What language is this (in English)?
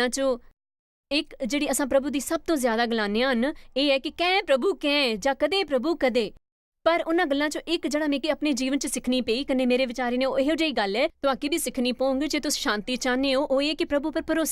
Dogri